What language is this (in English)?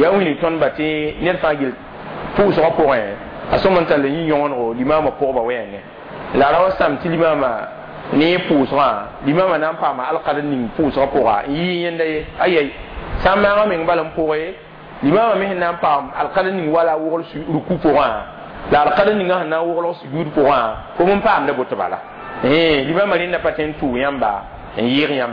Mossi